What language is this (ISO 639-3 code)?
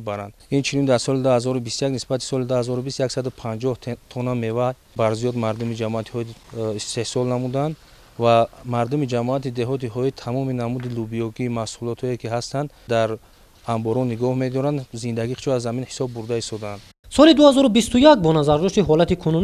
tgk